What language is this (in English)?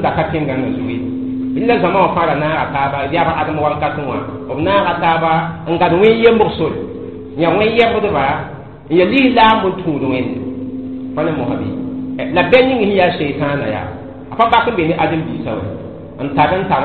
Mossi